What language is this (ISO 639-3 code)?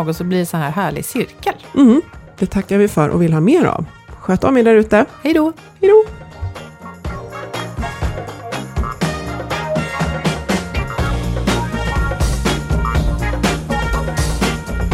swe